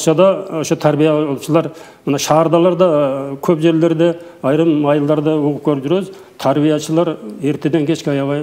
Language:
Kyrgyz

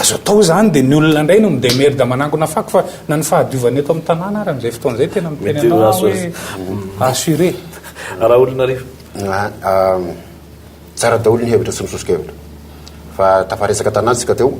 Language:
Malagasy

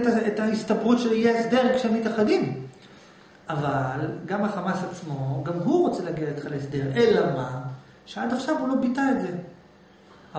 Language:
Hebrew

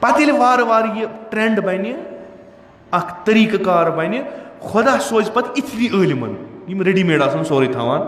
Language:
Kashmiri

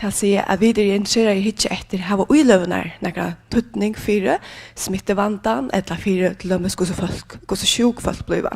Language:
Faroese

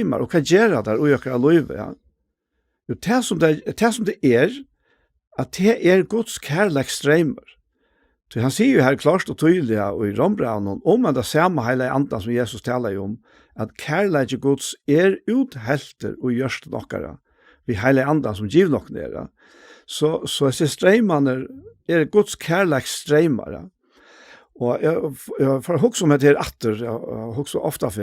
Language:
Faroese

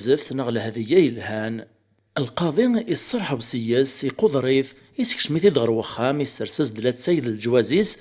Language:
Kabyle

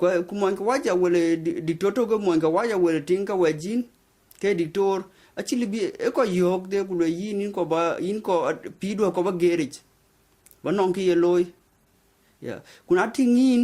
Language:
Dinka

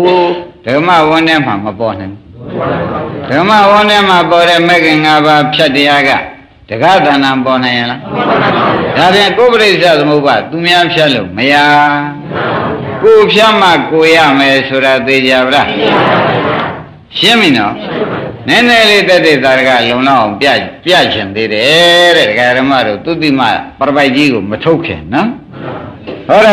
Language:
Burmese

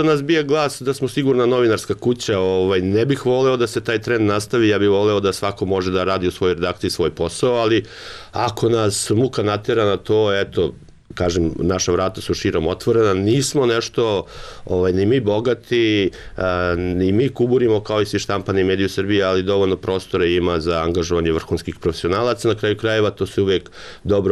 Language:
Serbian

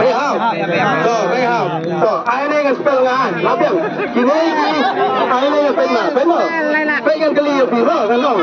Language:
Khasi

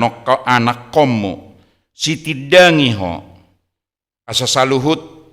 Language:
Batak Toba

